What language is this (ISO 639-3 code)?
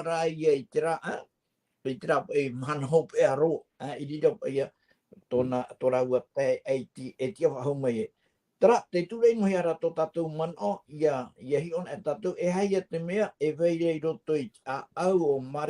tah